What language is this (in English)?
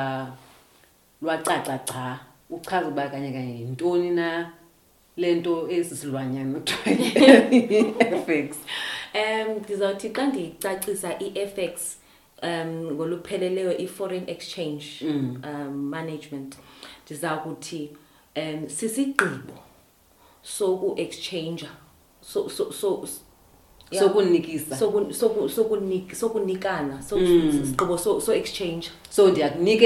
Xhosa